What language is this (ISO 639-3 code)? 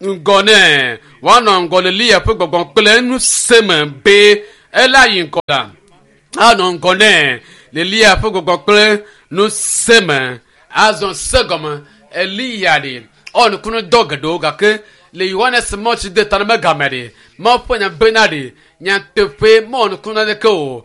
ewe